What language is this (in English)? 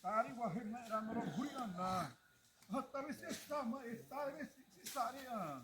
Xavánte